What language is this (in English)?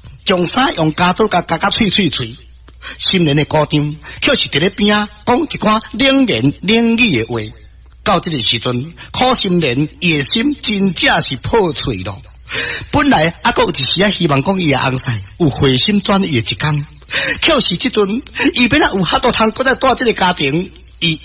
Min Nan Chinese